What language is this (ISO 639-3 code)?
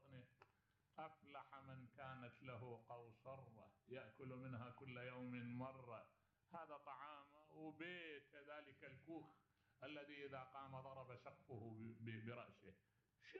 acm